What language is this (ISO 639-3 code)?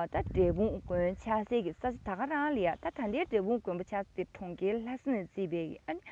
bod